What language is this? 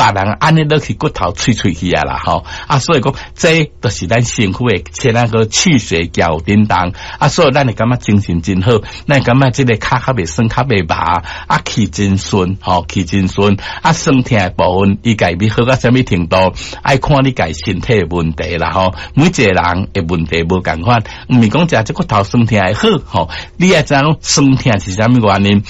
Min Nan Chinese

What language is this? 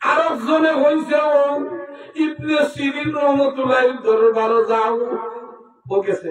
Sylheti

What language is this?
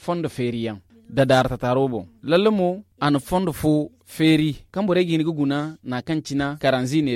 Zarma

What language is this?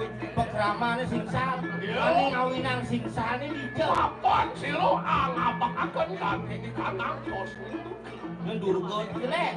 Balinese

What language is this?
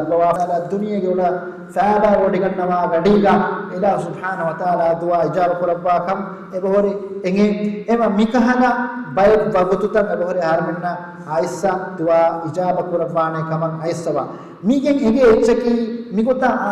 Divehi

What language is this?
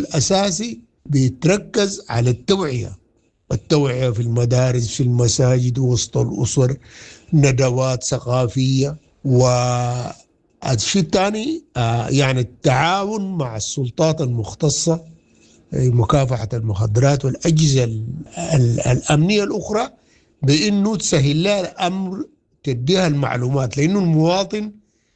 Sudanese Arabic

